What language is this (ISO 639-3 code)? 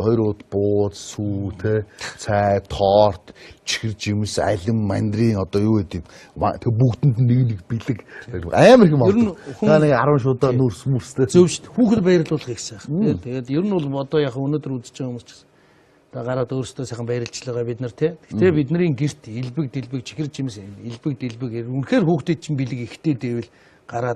mon